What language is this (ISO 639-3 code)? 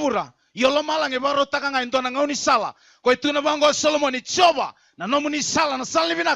fij